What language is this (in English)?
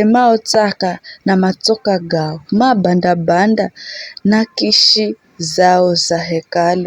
Giryama